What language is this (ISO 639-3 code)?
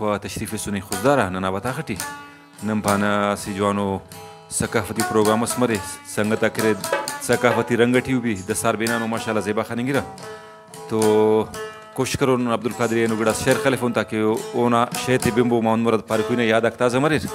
brh